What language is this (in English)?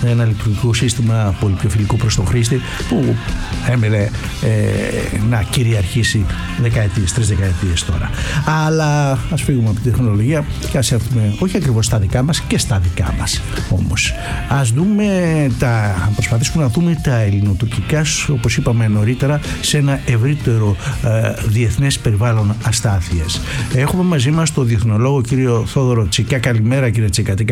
Greek